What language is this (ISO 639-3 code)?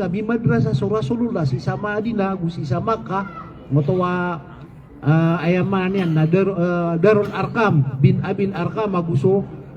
mrw